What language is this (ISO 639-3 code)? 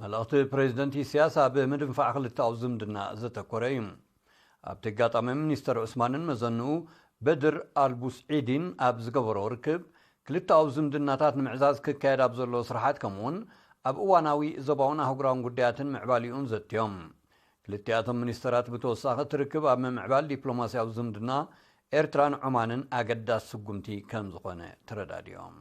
tir